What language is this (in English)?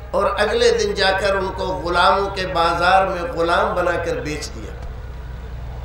Urdu